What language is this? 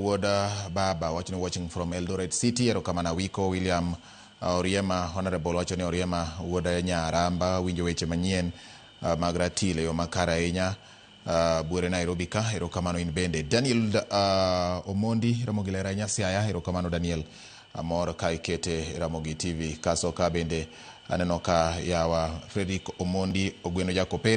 Luo (Kenya and Tanzania)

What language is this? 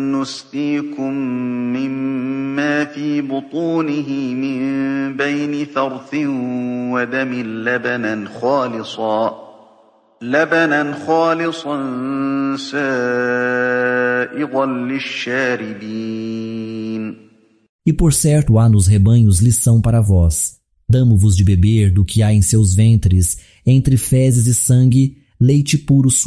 Galician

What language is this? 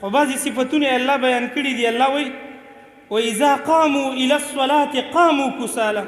Pashto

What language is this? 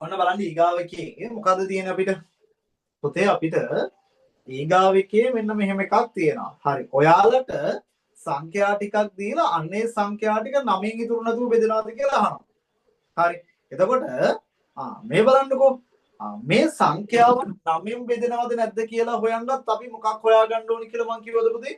Sinhala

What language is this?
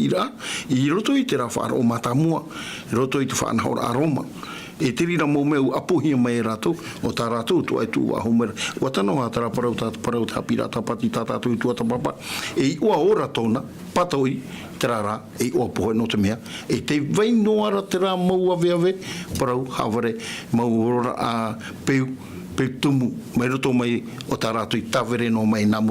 Tahitian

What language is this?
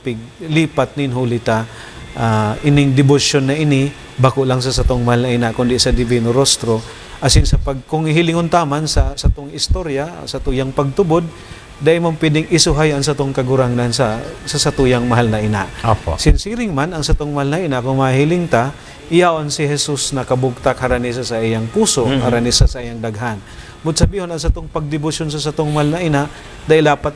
Bikol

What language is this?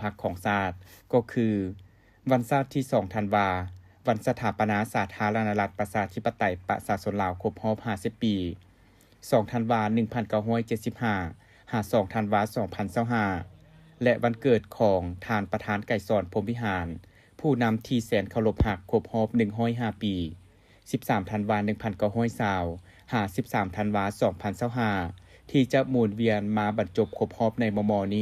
Lao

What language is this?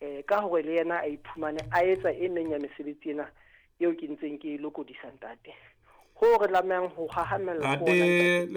Southern Sotho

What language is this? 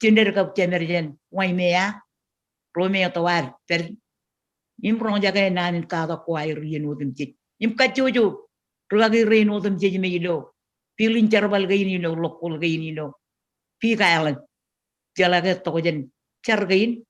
Marshallese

